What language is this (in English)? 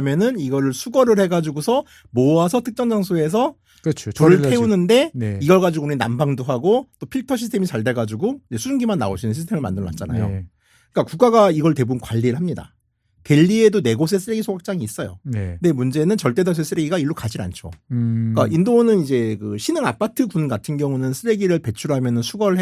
Korean